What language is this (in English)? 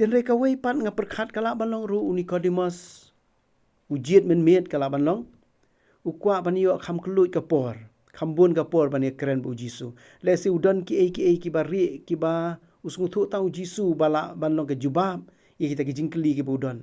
Khasi